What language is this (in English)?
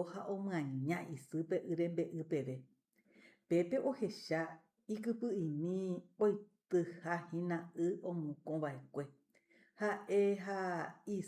Guarani